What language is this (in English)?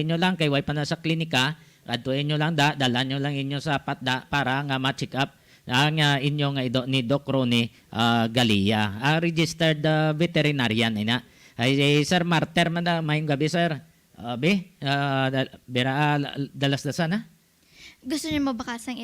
Hiligaynon